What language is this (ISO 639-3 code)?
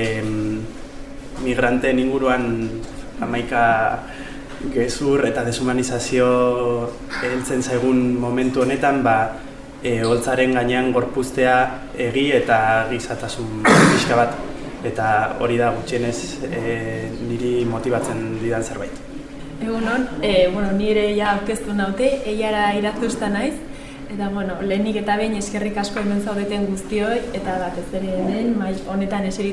eus